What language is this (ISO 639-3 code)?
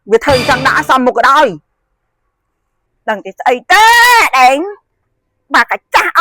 khm